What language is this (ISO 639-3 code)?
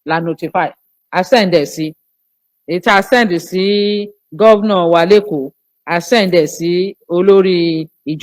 yor